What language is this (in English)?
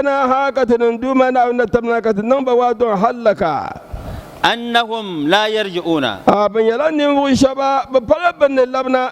Dagbani